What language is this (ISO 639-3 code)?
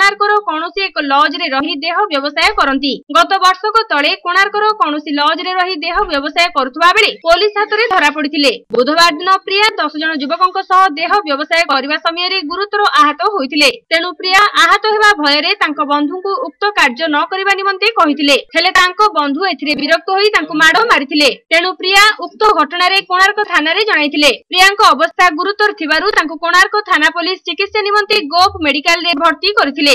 ori